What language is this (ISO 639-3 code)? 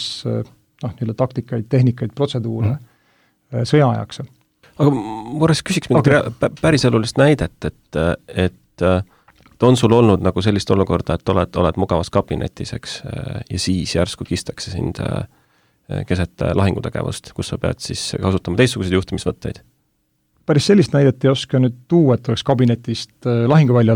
est